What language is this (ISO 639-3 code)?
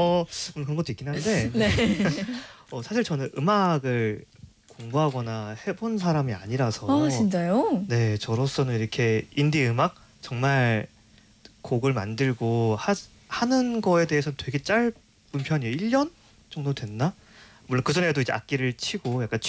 kor